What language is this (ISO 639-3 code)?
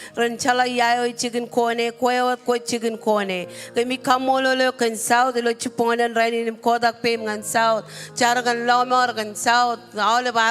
mah